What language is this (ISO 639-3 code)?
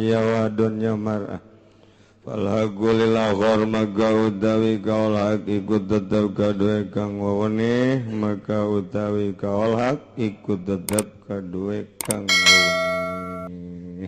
sun